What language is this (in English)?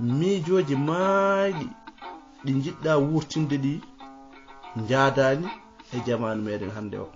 Fula